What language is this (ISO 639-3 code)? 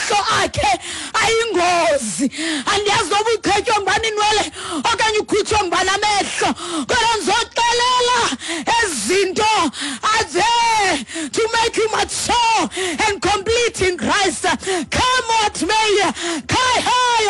xho